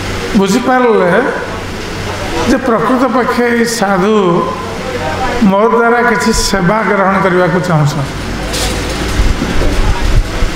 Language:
Odia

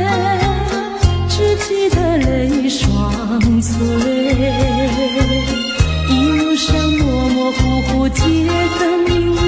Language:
Chinese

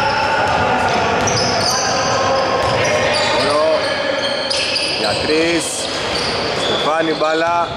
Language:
Greek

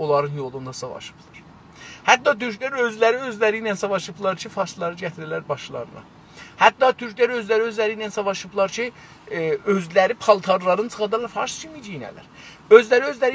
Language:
South Azerbaijani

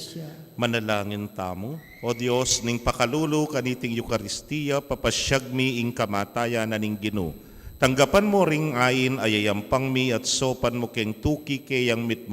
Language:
Pampanga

